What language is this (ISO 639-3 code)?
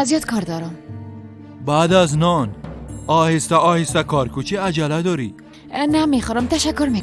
fas